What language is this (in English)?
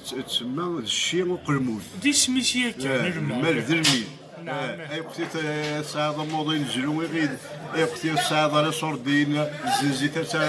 Kabyle